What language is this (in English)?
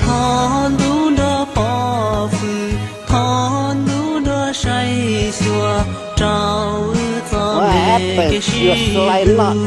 Hmong